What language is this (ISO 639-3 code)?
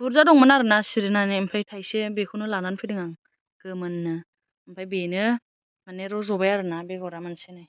brx